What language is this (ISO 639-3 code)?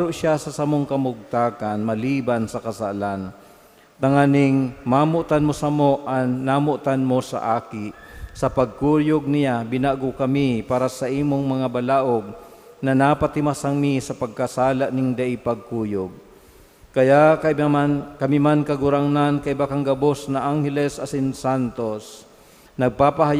bik